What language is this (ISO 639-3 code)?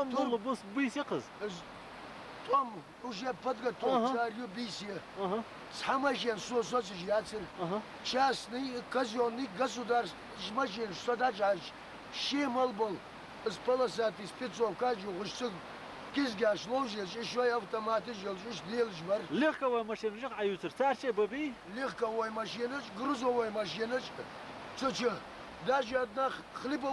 inh